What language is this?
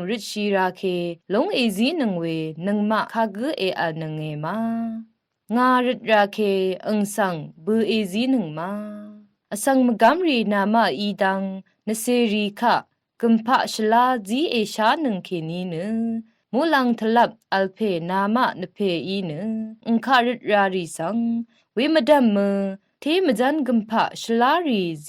Rawang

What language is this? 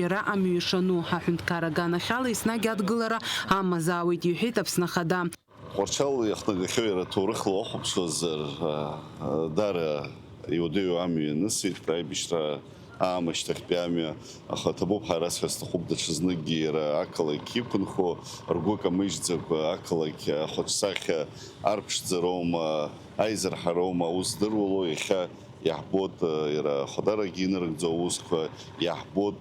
Abkhazian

